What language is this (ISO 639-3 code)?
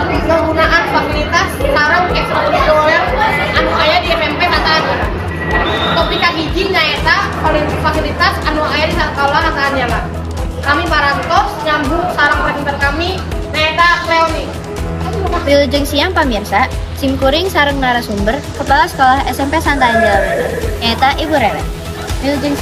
sun